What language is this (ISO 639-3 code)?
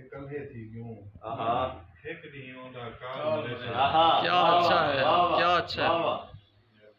skr